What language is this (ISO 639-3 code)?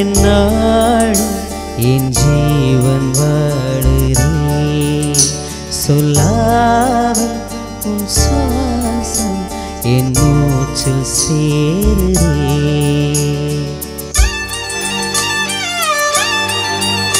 tam